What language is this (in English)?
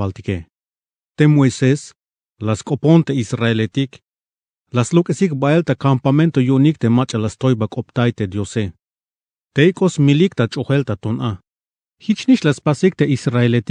Tzeltal